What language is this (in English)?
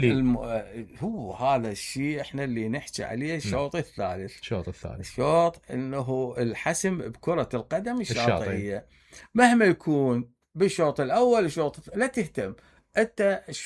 Mesopotamian Arabic